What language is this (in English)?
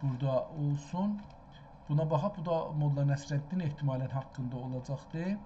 South Azerbaijani